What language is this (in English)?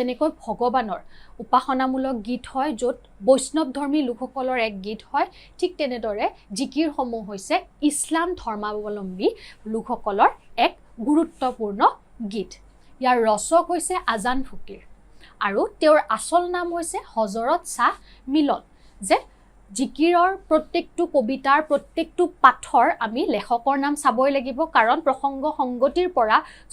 Assamese